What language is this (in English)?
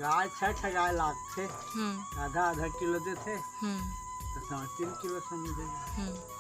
Chhattisgarhi